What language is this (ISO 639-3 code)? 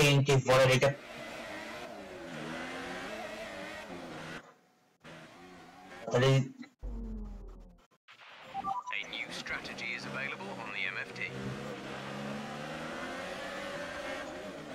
ces